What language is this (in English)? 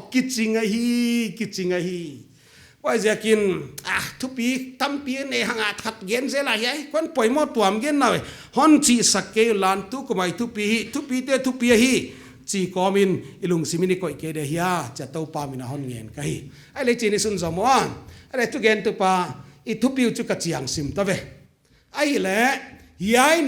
Paite Chin